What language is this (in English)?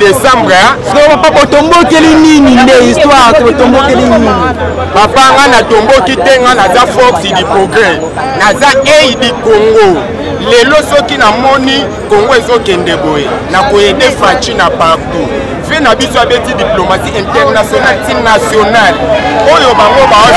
Lingala